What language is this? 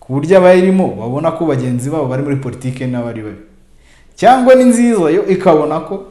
Kinyarwanda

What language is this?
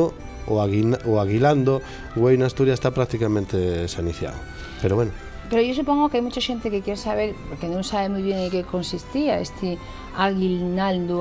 Asturian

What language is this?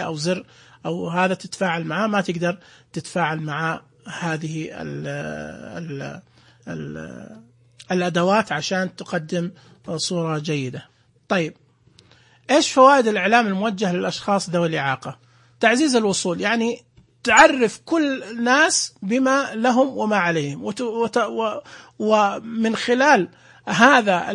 Najdi Arabic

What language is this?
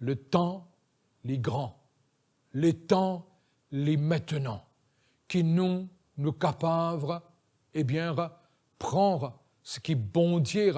Morisyen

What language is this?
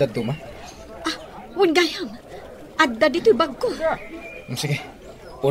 Iloko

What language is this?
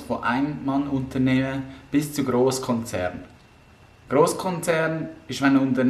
Swiss German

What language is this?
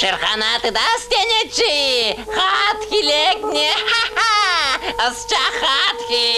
Chuvash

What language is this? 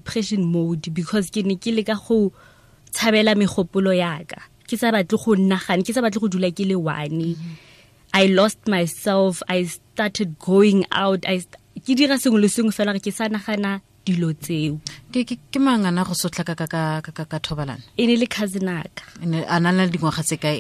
Tswana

